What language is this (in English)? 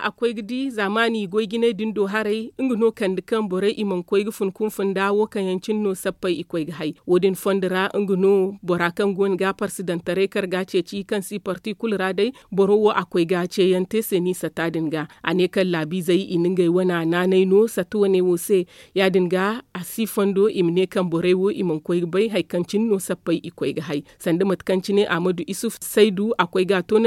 Zarma